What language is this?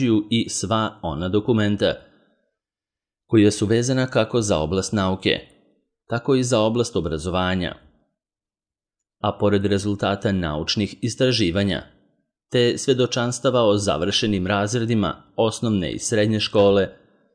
Serbian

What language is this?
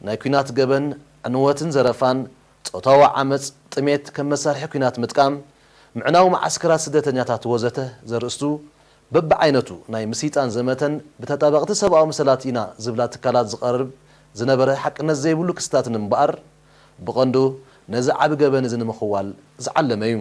Tigrinya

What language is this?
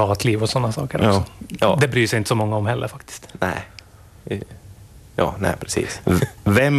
Swedish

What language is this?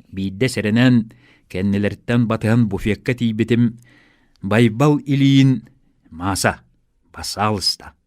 Yakut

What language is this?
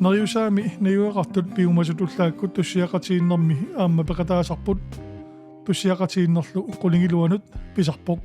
Kalaallisut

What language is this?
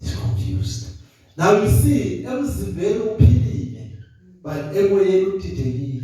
Zulu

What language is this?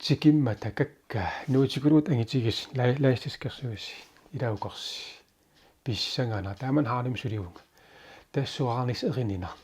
Kalaallisut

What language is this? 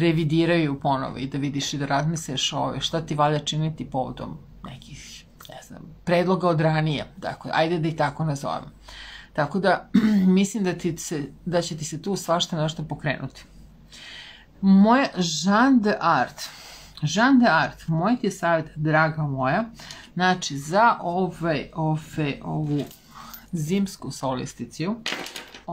Serbian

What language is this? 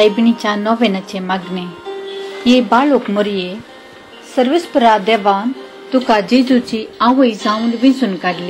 Konkani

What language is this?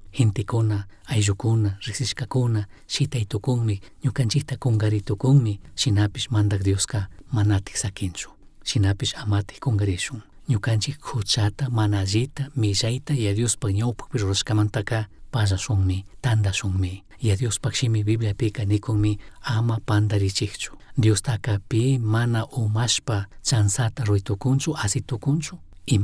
Chimborazo Highland Quichua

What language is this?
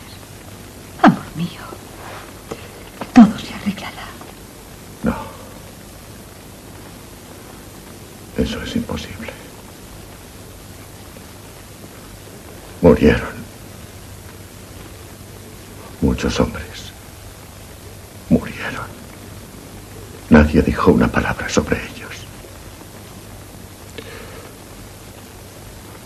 Spanish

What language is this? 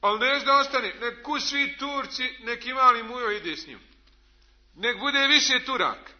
Bosnian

